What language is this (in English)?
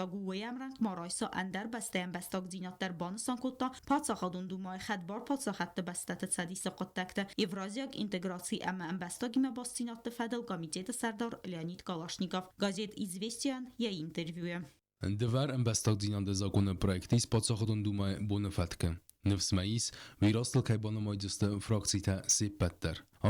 Ossetic